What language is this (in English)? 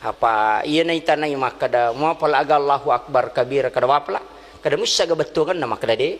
Buginese